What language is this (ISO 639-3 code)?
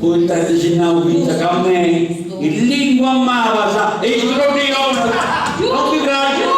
srd